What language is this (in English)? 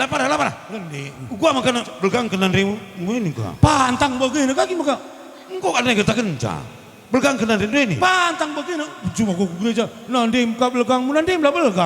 Batak Karo